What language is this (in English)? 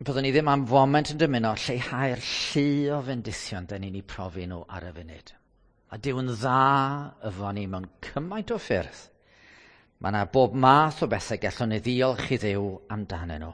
Welsh